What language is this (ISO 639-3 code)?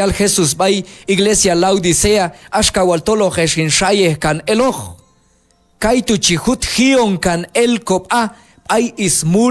kjb